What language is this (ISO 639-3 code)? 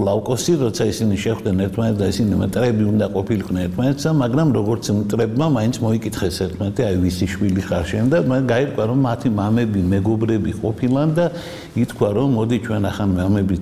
kat